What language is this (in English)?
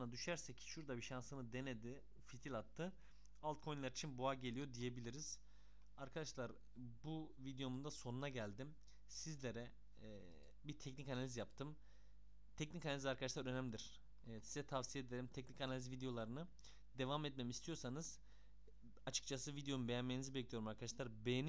Turkish